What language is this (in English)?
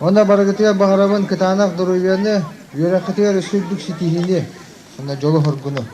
Yakut